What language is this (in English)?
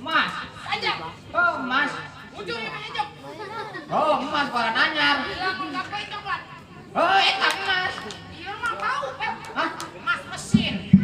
Sundanese